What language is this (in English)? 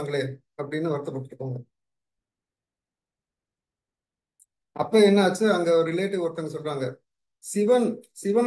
Tamil